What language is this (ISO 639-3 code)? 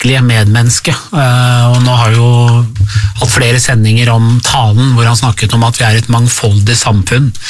nor